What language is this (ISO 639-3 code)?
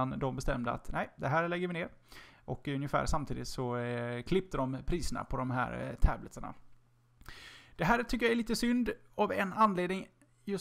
swe